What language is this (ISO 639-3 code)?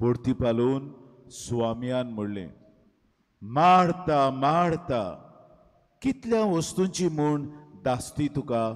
kok